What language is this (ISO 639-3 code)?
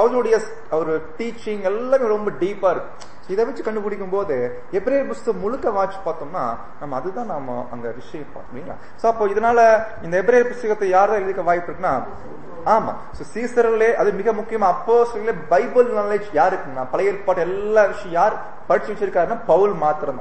tam